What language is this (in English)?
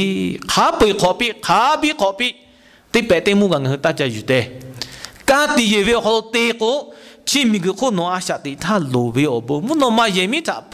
Lahu